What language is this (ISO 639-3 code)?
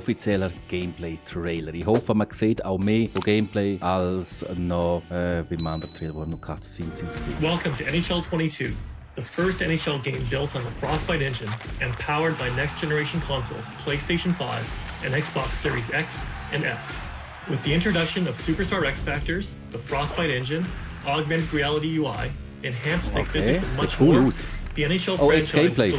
gsw